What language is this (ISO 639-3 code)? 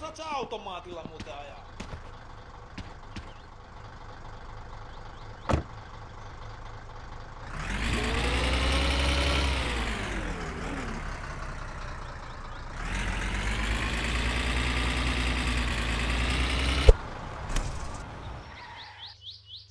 fin